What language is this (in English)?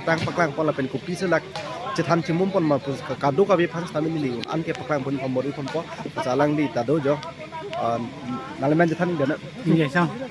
Karbi